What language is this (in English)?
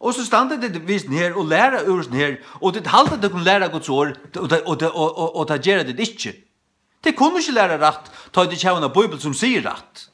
Faroese